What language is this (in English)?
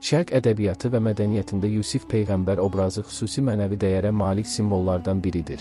Azerbaijani